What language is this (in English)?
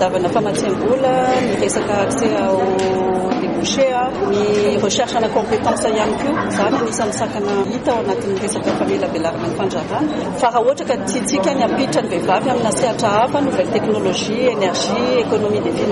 Malagasy